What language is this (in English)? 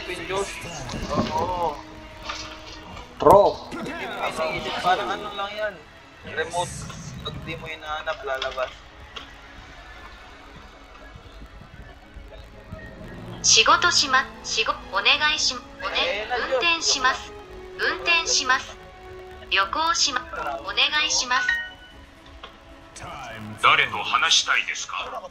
Filipino